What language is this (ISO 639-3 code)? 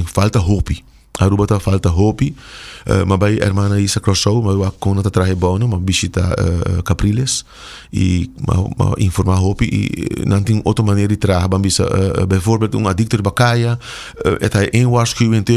pap